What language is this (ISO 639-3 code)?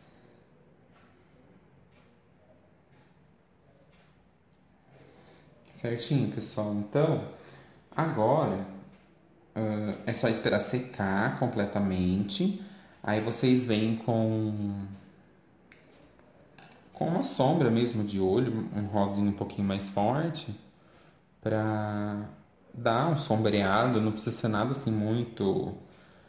por